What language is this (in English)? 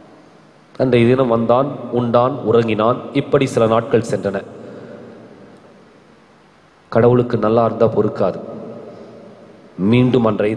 Tamil